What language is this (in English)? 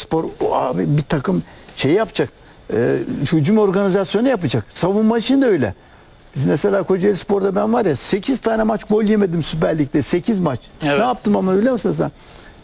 Turkish